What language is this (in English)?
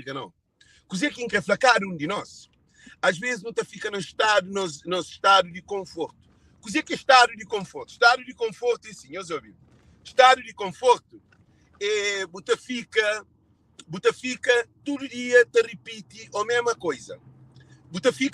Kabuverdianu